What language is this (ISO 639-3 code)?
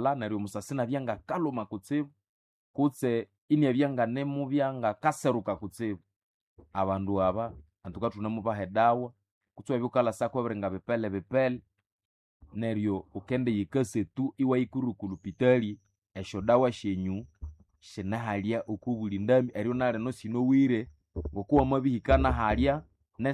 nnb